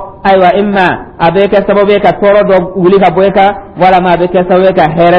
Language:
Dyula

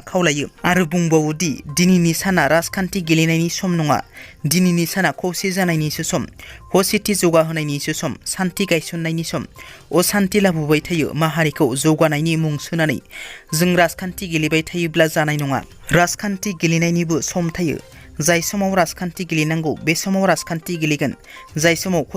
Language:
Bodo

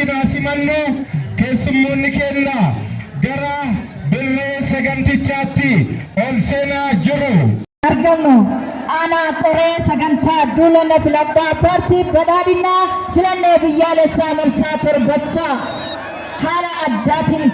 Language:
Oromo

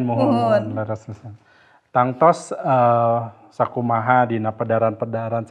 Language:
Sundanese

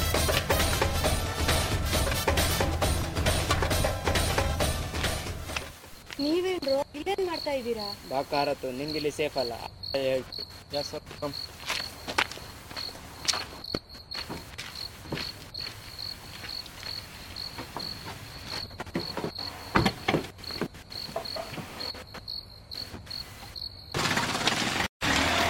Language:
Kannada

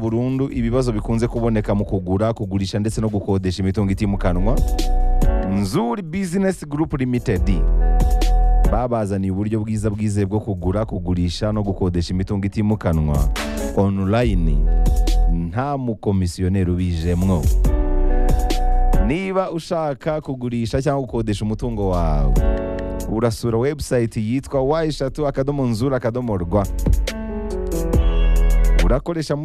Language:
Kinyarwanda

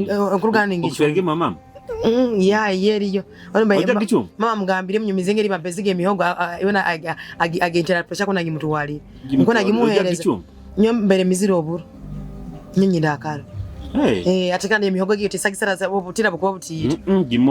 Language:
Nyoro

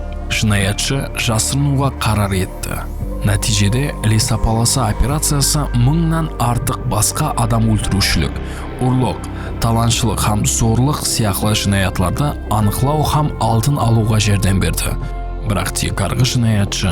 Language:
Kara-Kalpak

